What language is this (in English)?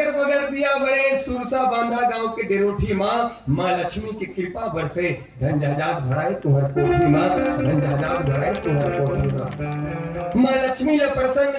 Chhattisgarhi